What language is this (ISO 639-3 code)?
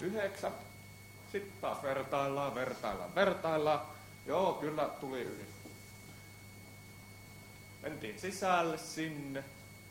fin